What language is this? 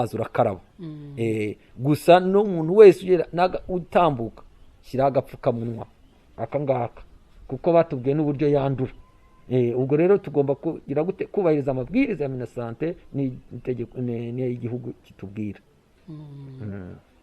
Kinyarwanda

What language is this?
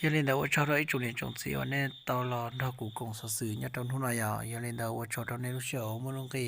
Hmong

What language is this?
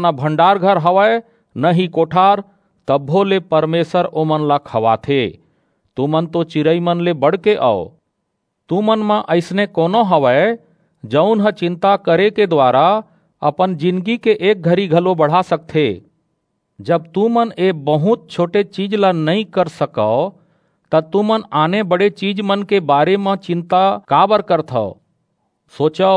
Chhattisgarhi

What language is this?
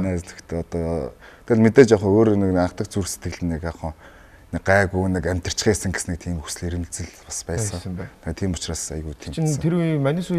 Mongolian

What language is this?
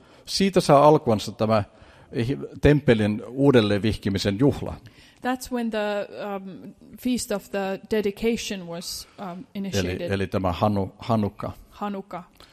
Finnish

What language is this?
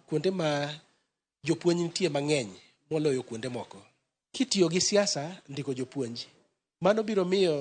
Luo (Kenya and Tanzania)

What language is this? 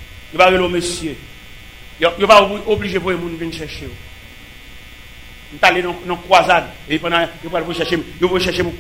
French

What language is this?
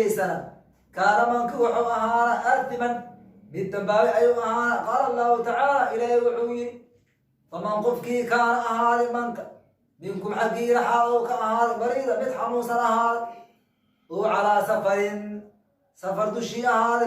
Somali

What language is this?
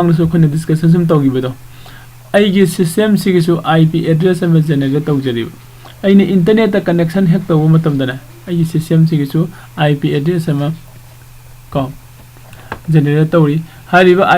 Manipuri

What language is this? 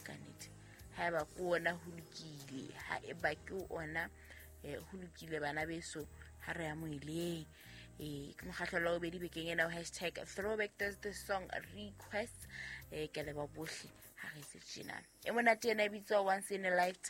Southern Sotho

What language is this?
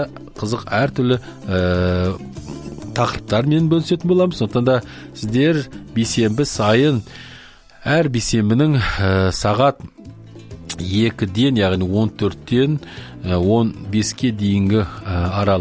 Kazakh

